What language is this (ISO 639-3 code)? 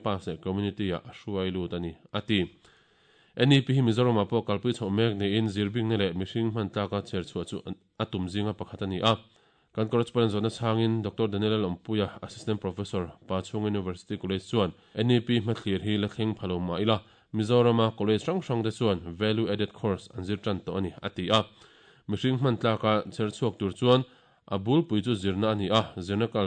lus